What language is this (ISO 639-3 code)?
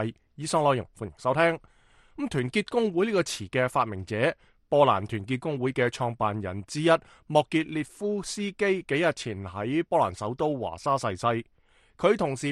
yue